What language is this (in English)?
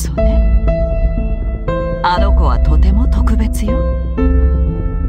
Japanese